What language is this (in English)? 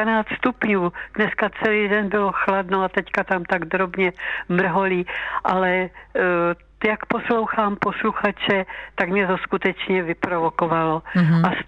Czech